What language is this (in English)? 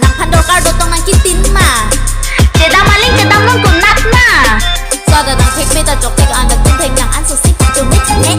Karbi